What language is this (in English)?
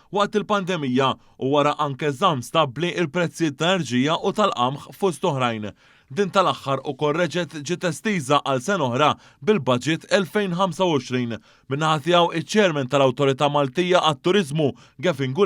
Maltese